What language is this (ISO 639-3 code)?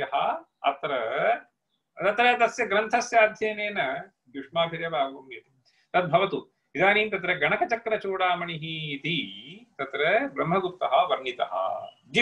san